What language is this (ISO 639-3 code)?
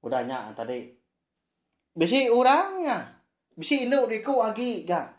iba